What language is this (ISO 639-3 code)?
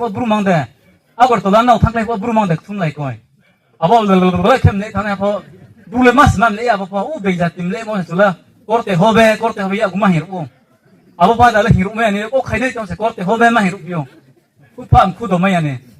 ria